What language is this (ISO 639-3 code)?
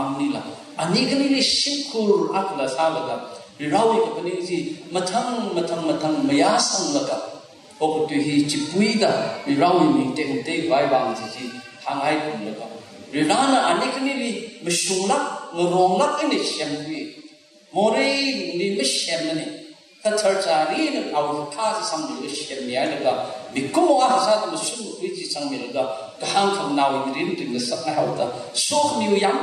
nmf